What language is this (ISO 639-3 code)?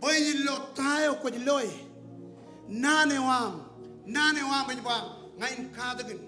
mah